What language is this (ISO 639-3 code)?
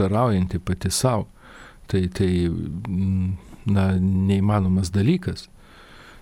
lit